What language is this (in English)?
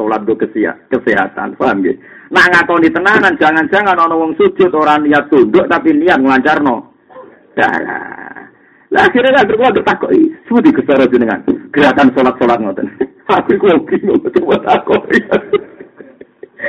Javanese